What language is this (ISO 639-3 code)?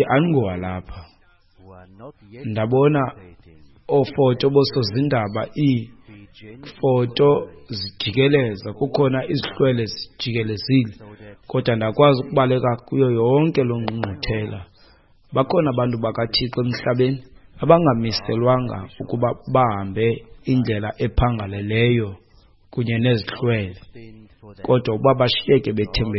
xho